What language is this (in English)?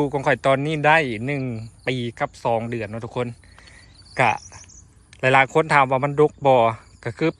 Lao